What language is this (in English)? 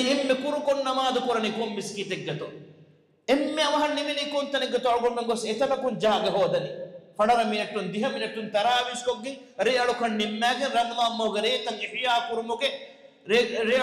Divehi